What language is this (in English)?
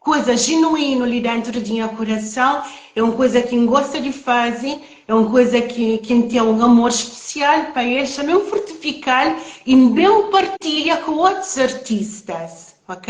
Kabuverdianu